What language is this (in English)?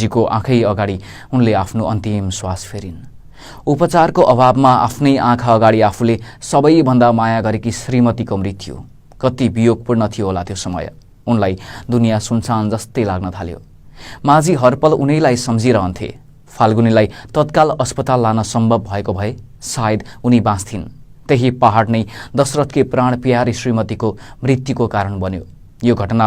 Nepali